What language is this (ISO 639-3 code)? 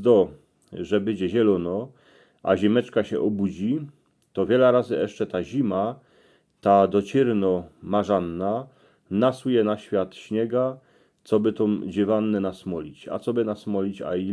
szl